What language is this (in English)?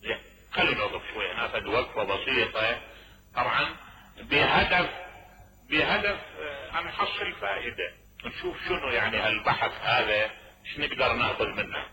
Mesopotamian Arabic